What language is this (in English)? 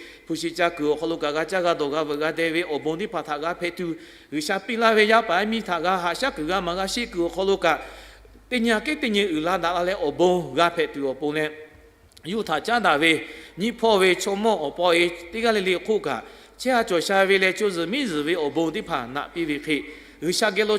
Lahu